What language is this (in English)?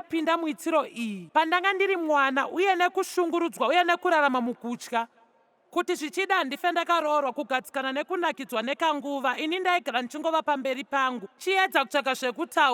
Shona